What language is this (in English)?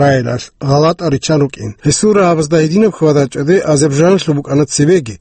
Avaric